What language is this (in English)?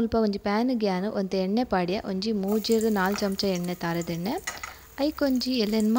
Tulu